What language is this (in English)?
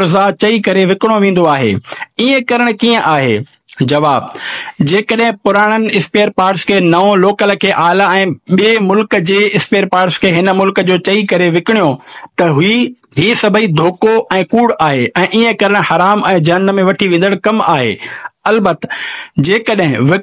Sindhi